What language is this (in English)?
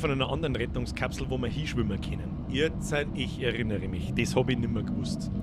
Bavarian